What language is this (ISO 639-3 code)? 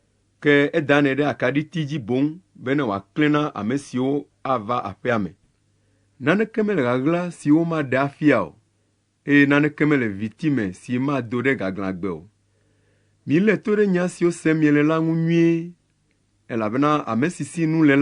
ewe